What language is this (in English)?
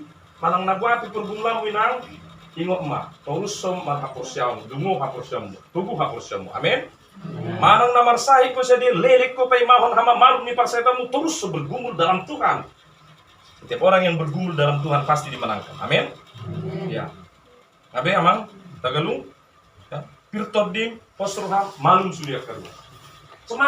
Batak Toba